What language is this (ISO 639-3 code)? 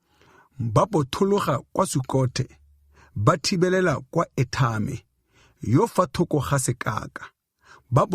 tsn